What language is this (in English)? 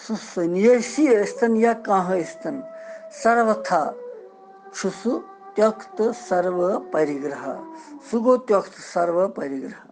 Kashmiri